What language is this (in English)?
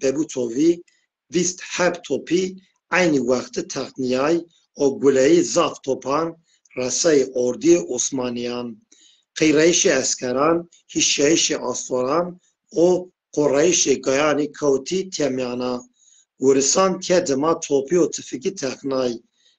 Zaza